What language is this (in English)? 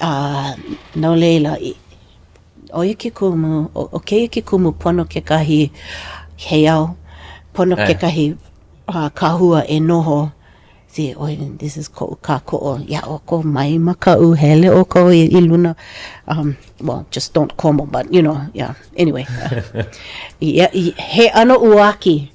Hawaiian